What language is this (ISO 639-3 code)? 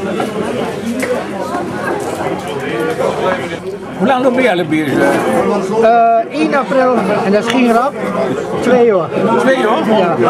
nld